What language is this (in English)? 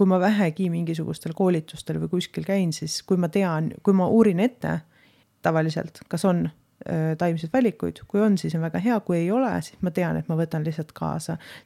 Estonian